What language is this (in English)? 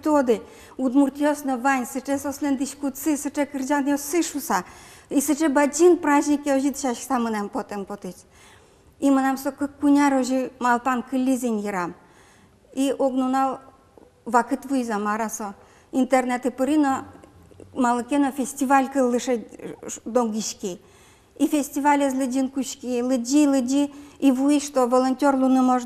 Udmurt